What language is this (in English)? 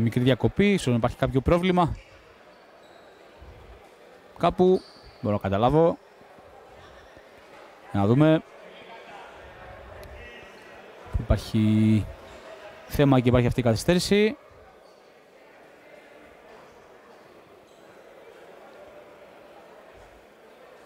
Greek